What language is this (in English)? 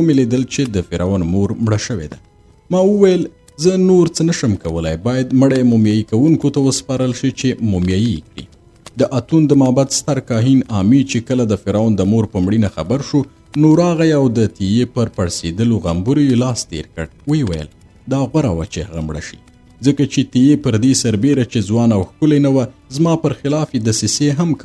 Pashto